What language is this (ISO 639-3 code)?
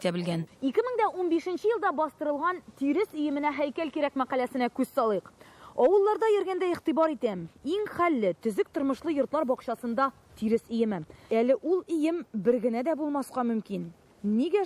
tat